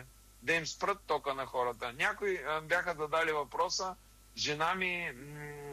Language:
Bulgarian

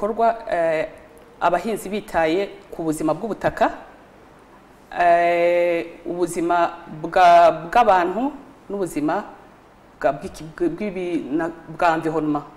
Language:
Kinyarwanda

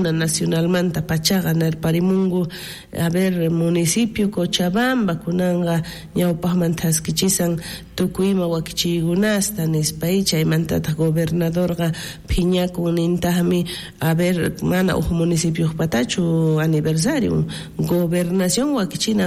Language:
South Bolivian Quechua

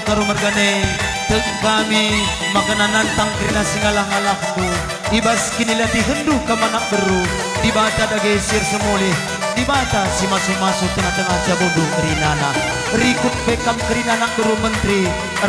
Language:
Batak Karo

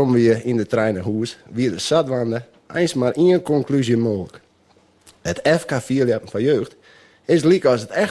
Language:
Western Frisian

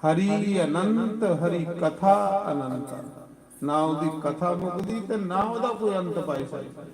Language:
Dogri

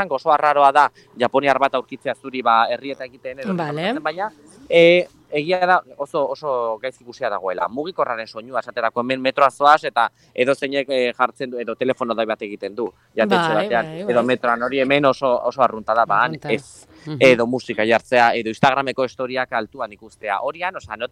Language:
Basque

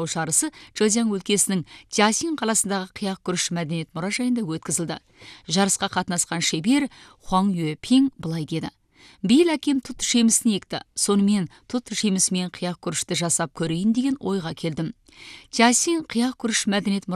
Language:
Kazakh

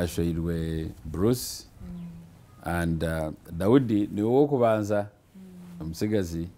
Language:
Nyankole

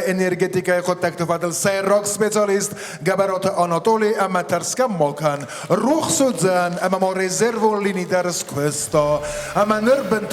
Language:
Ossetic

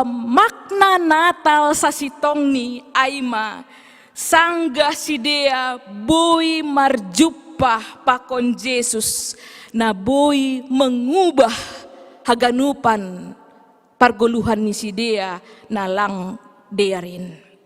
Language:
Batak Simalungun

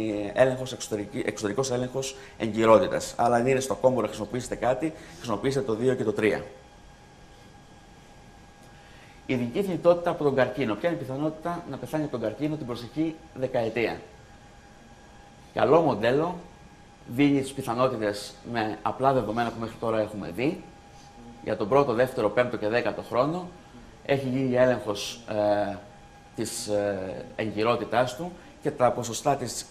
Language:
Greek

